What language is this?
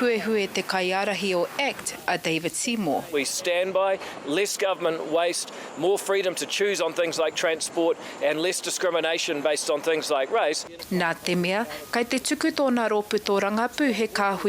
Māori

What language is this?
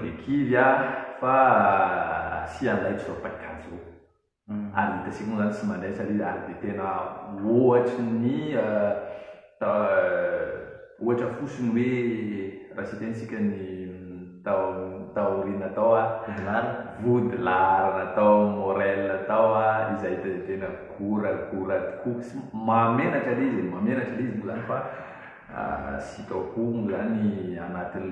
Malagasy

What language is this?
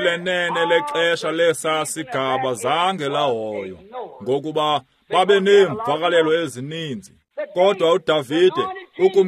Xhosa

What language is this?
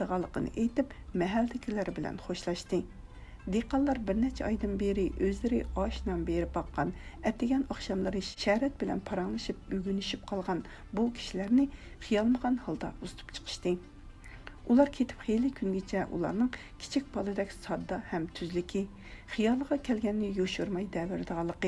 Uyghur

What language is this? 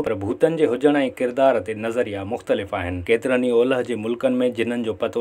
Sindhi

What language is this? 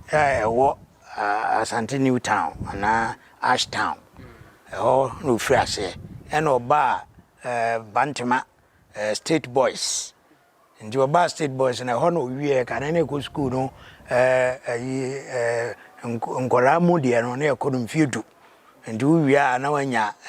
Akan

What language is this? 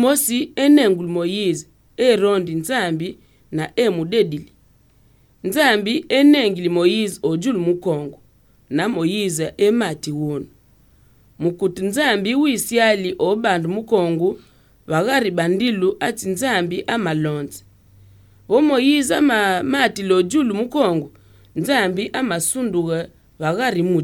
Albanian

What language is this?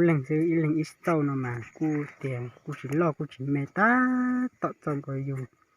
Hmong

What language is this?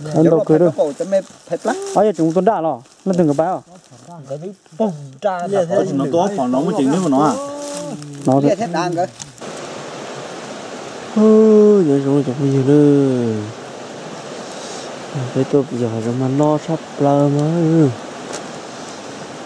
Vietnamese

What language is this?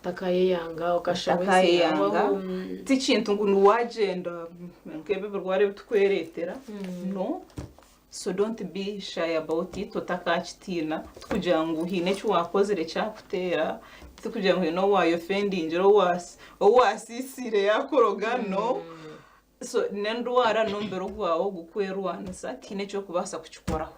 Nyankole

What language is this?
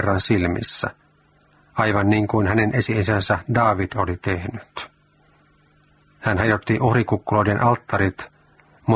Finnish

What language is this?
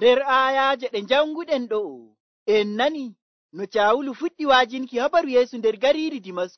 Nigerian Fulfulde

